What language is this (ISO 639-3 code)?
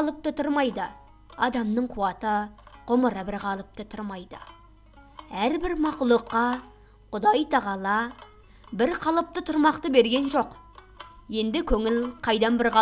kaz